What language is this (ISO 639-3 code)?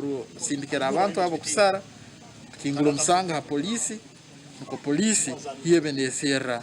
nyn